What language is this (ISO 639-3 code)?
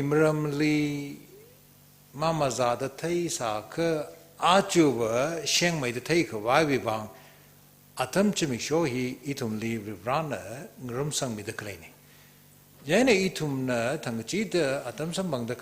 nmf